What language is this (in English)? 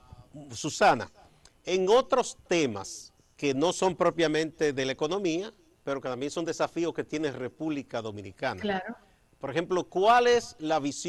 Spanish